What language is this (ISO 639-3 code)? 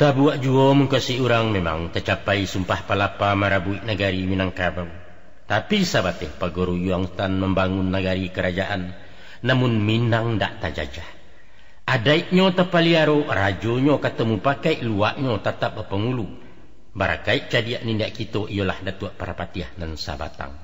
min